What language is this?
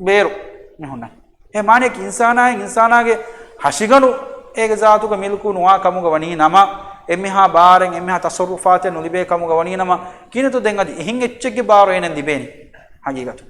Divehi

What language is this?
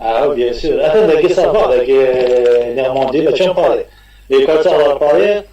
Kabyle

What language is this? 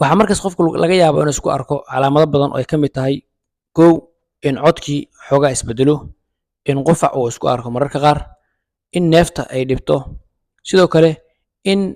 Somali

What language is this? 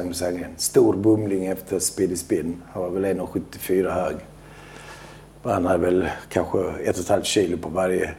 Swedish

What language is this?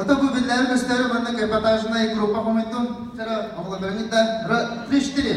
Yakut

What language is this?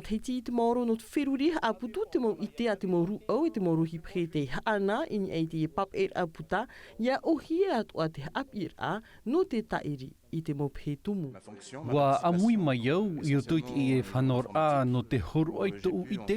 Tahitian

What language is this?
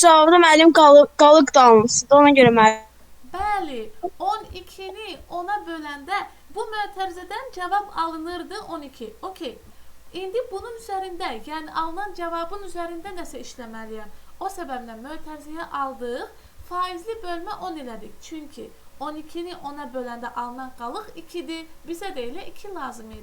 Azerbaijani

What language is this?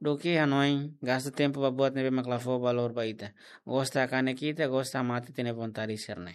Tetum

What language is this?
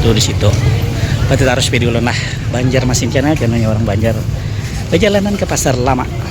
Banjar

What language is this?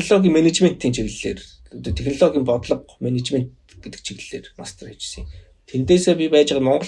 Mongolian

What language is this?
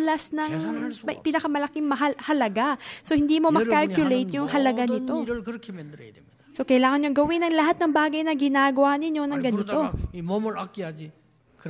Filipino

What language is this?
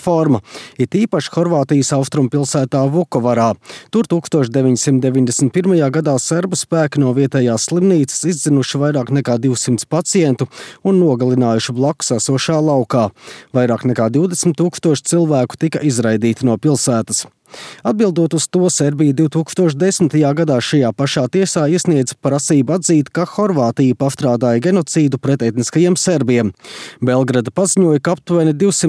Latvian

